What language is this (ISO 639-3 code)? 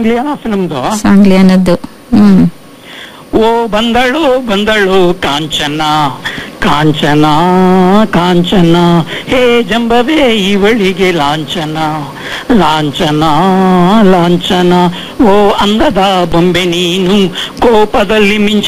kan